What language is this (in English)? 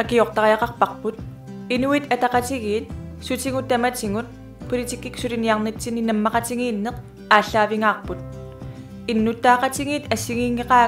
Kalaallisut